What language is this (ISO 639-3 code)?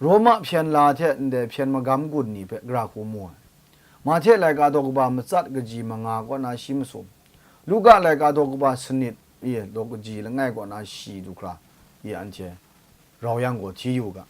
kac